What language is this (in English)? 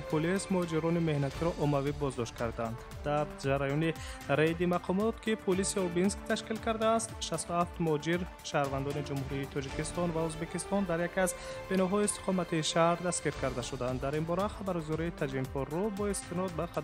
Tajik